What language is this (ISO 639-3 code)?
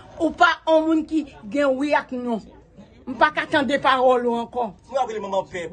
hat